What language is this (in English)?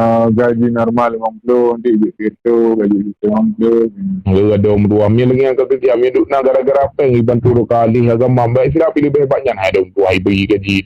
Achinese